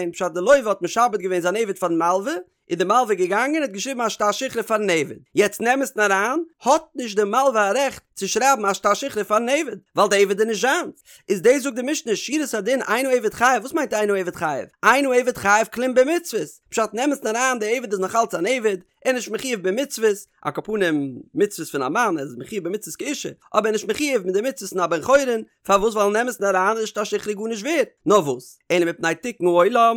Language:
Yiddish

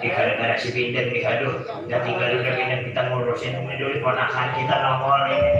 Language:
Betawi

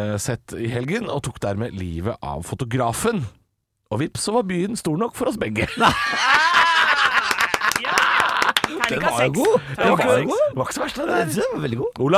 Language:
Norwegian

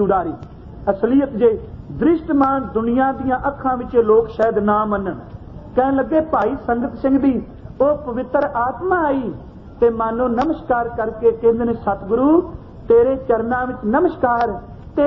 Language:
Punjabi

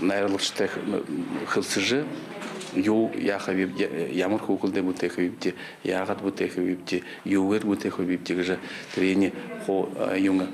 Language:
Buriat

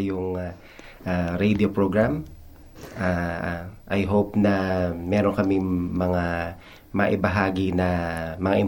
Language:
Filipino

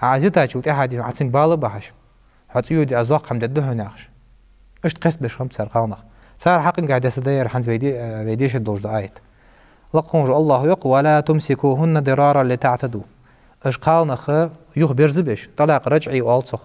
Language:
Ingush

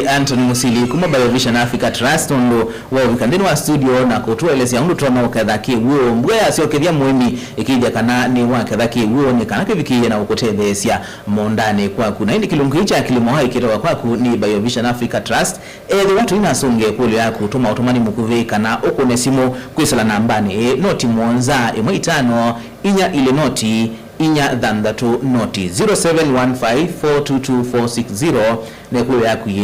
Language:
Kamba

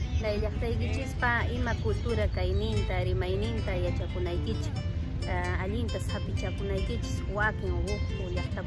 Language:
Quechua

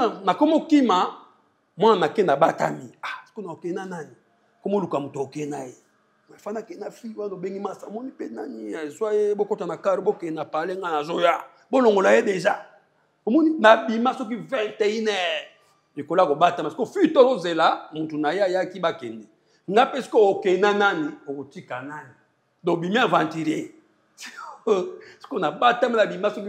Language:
Lingala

